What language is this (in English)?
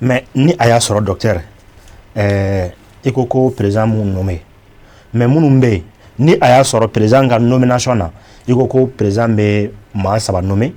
Bambara